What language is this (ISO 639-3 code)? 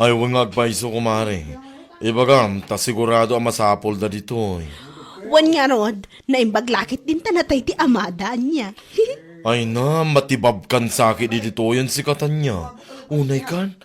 ilo